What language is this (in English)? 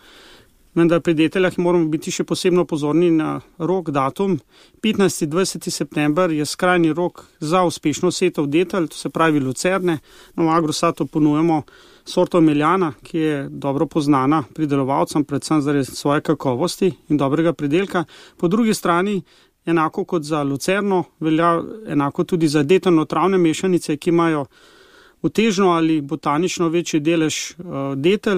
Slovenian